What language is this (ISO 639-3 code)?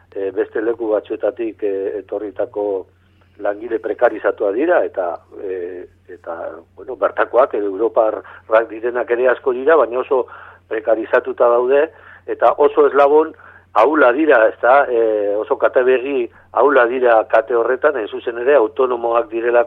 eus